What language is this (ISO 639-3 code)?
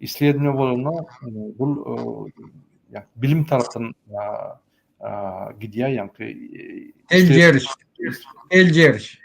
tuk